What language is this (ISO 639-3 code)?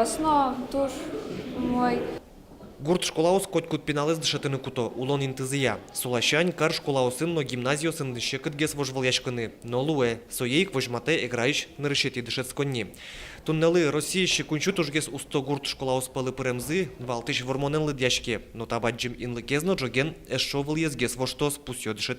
udm